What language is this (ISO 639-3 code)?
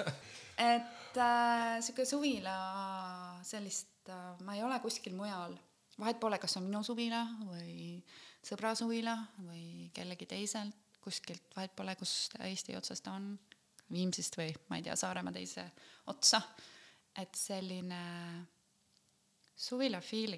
est